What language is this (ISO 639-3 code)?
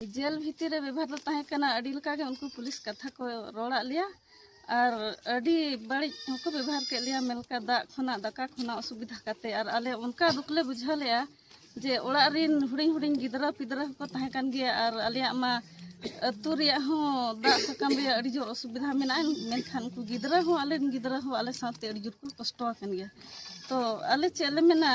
sat